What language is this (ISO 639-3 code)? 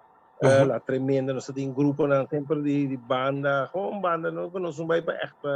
pap